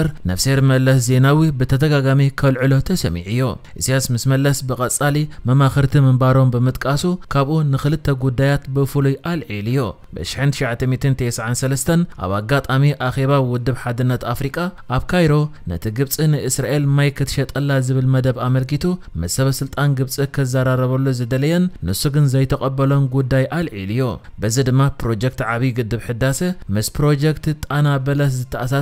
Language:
Tigrinya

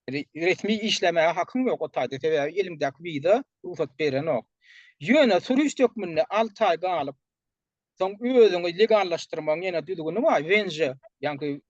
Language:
Turkmen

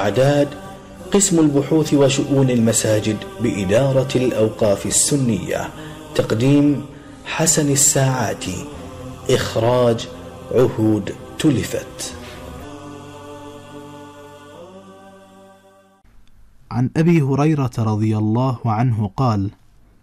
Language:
Arabic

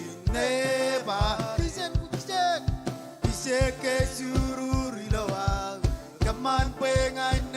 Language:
Marshallese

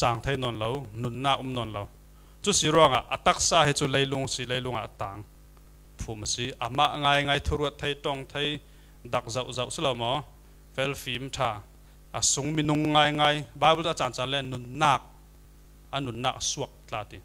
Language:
Falam Chin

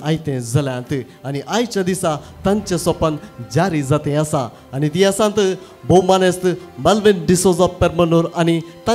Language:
Konkani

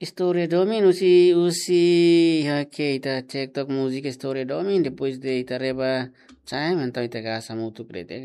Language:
Tetum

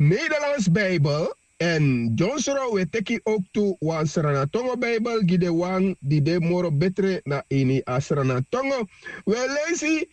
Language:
Sranan Tongo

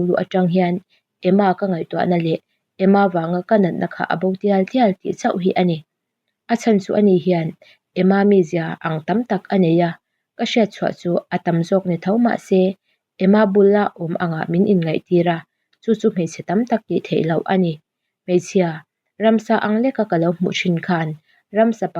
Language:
Mizo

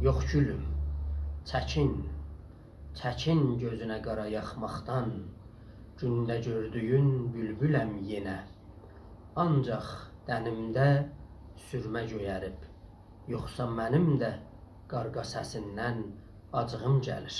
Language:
South Azerbaijani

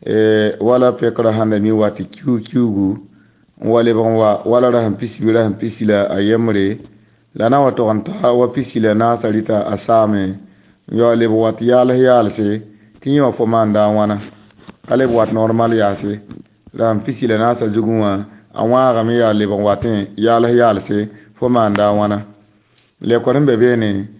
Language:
Mossi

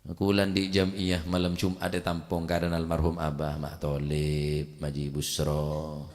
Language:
Madurese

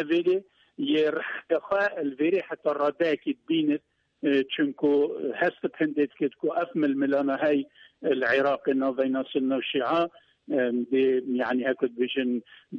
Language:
Kurdish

